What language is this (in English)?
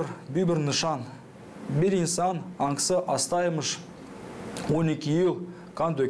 Gagauz